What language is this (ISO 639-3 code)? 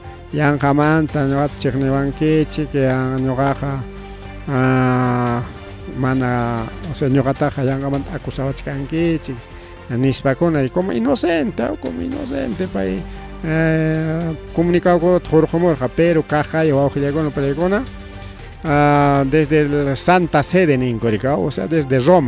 quy